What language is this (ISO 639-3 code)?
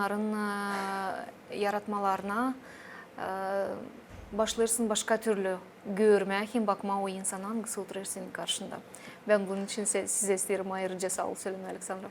gag